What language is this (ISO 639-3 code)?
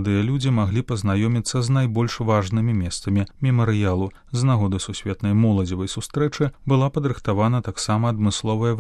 bel